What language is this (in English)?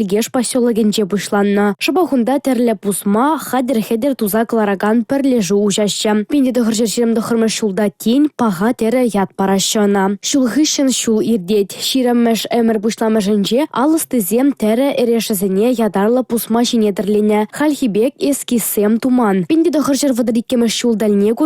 Chuvash